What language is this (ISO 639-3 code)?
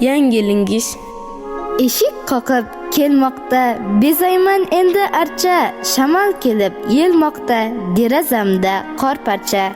kaa